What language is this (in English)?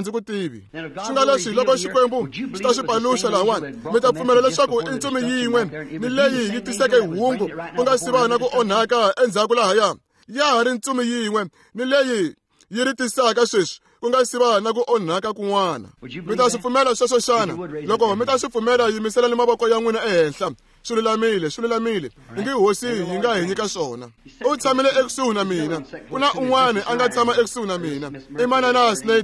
Tsonga